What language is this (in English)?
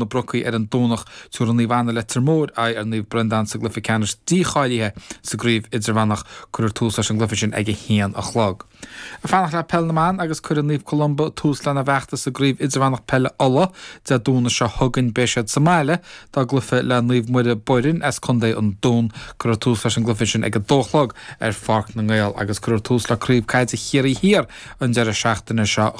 Irish